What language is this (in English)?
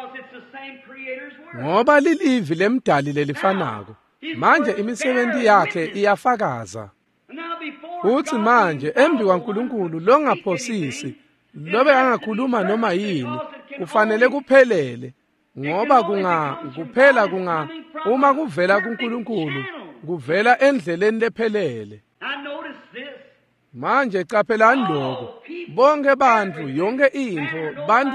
Swati